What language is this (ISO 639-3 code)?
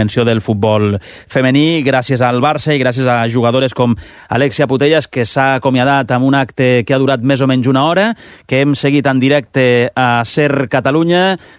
cat